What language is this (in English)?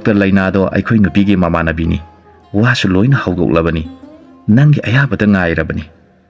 Manipuri